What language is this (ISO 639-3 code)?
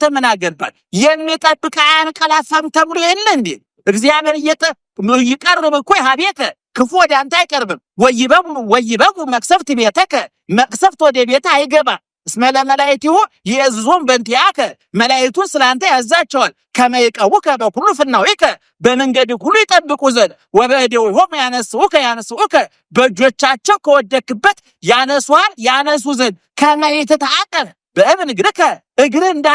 amh